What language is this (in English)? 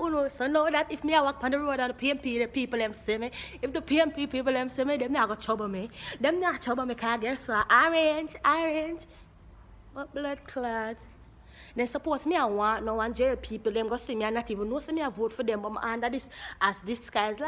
Jamaican Creole English